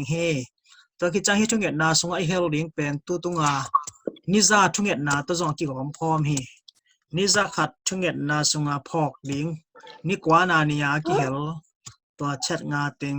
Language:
Tedim Chin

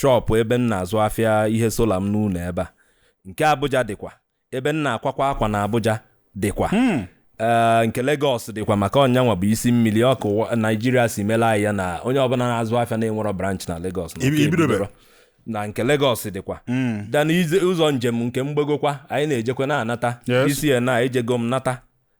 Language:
Igbo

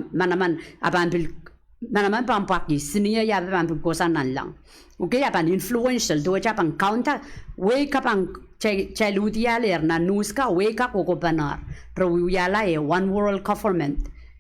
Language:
Pohnpeian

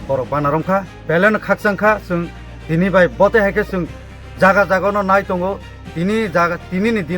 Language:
Kok Borok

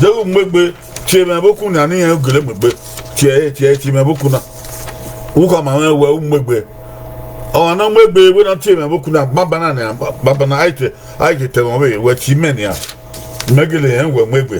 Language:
Bini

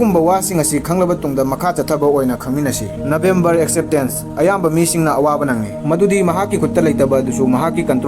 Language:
Manipuri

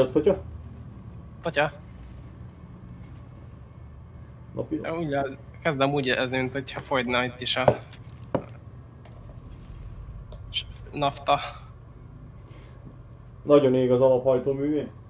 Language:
Hungarian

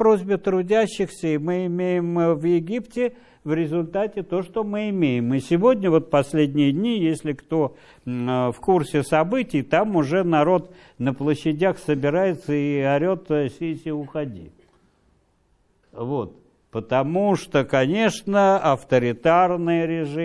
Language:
Russian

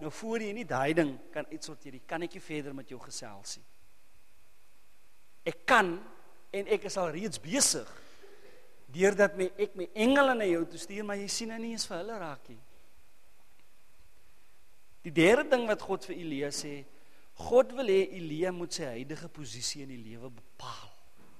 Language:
Afrikaans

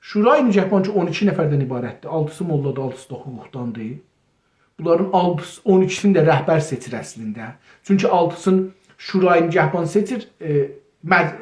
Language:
South Azerbaijani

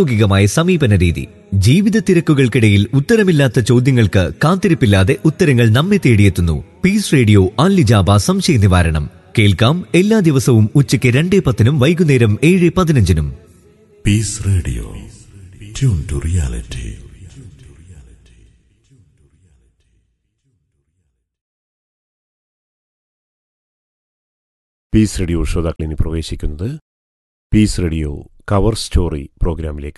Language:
Malayalam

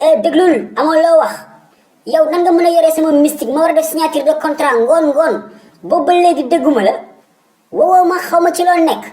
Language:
Wolof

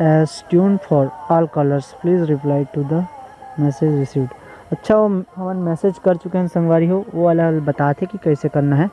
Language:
Chhattisgarhi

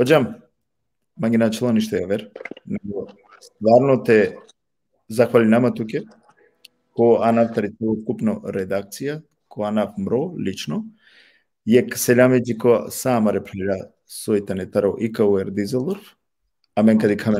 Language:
Balkan Romani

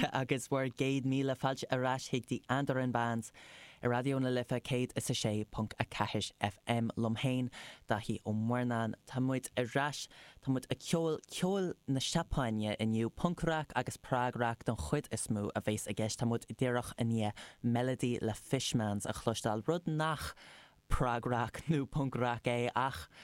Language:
Irish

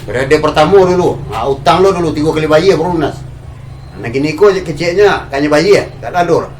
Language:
Minangkabau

